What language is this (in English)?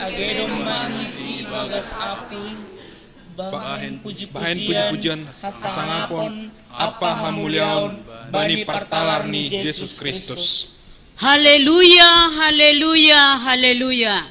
Batak Simalungun